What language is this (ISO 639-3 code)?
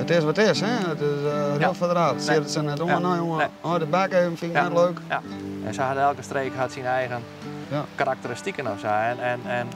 fry